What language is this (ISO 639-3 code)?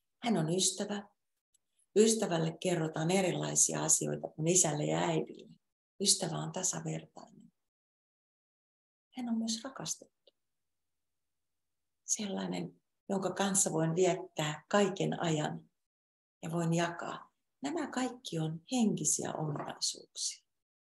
fin